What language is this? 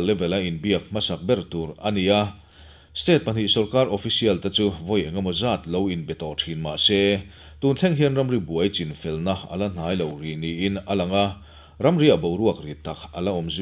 Mizo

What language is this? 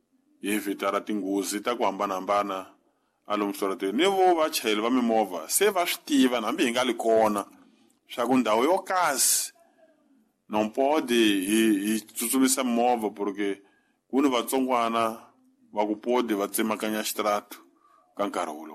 Tsonga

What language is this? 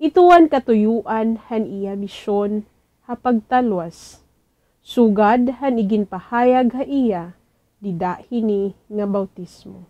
Waray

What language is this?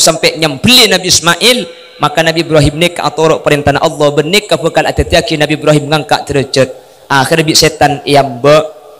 Madurese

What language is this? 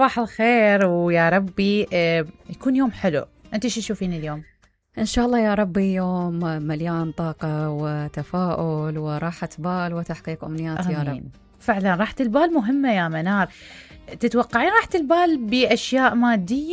Mesopotamian Arabic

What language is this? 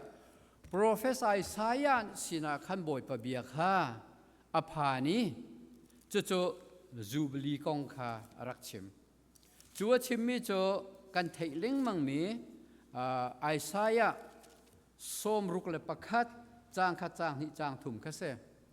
Hakha Chin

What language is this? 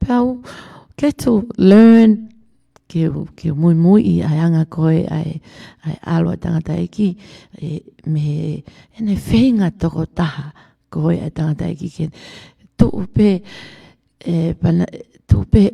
Tongan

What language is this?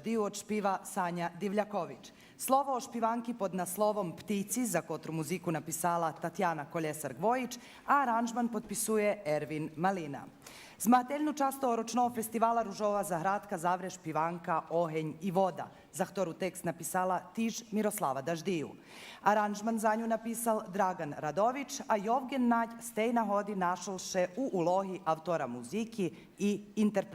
Rusyn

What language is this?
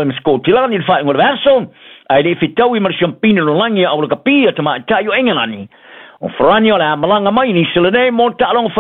Samoan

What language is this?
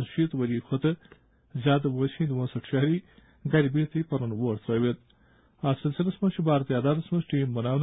Kashmiri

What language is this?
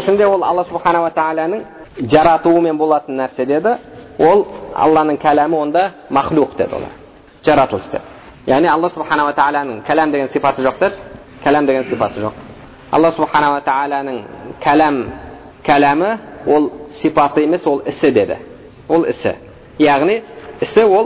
Kazakh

